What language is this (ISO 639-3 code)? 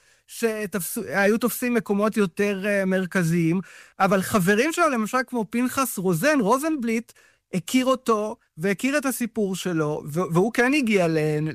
heb